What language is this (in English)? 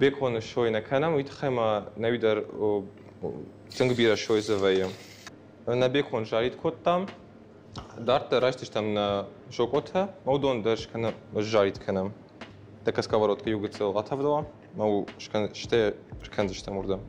Ossetic